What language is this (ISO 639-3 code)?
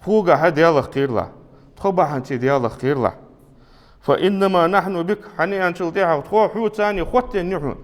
inh